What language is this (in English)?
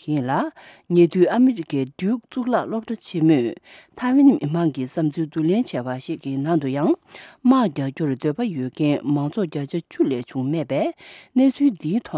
Tibetan